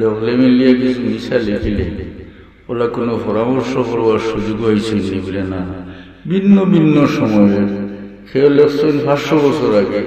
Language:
Sylheti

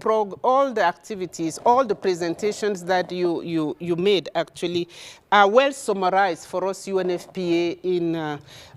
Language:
Sidamo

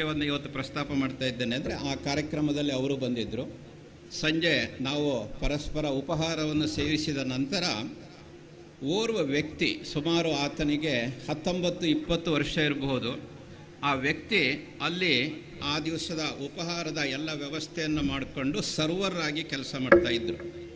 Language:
Kannada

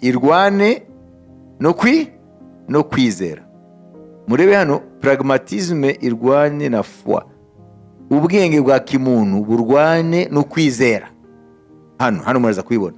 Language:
Kinyarwanda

